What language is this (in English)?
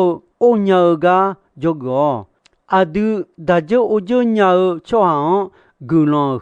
Akha